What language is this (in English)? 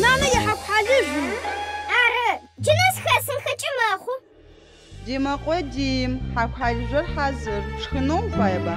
Adyghe